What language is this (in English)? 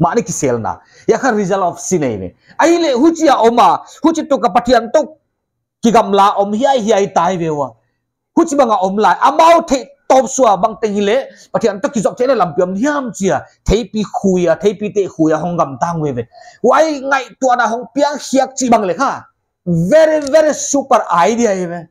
Paite Chin